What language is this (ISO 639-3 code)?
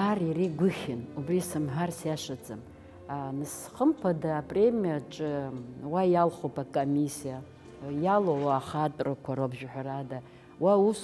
abk